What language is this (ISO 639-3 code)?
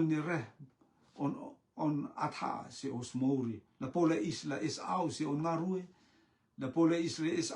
rtm